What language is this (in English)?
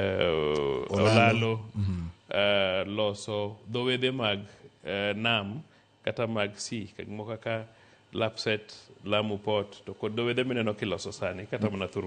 Luo (Kenya and Tanzania)